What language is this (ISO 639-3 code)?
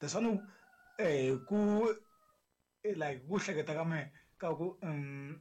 tso